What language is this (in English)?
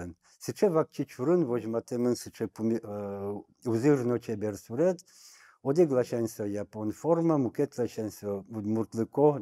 Udmurt